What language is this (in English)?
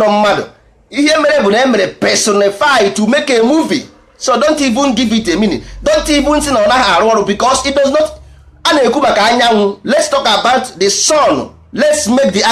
Igbo